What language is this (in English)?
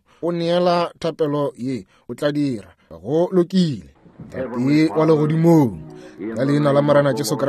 Northern Sotho